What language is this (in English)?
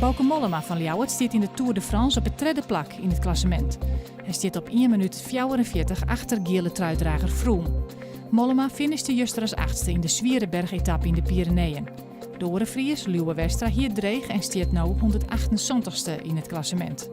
Western Frisian